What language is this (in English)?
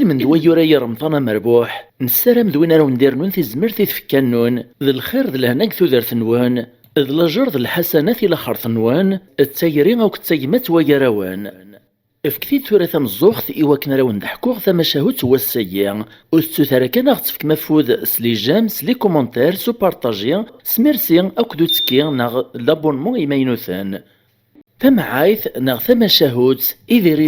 Kabyle